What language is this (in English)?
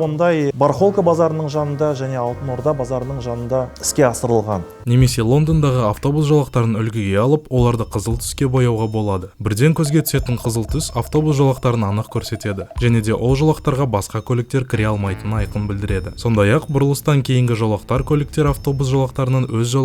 Kazakh